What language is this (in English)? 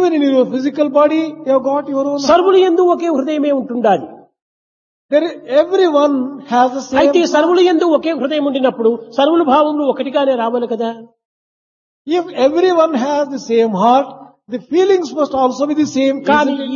Telugu